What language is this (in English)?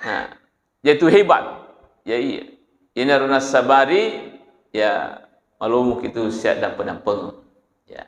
Buginese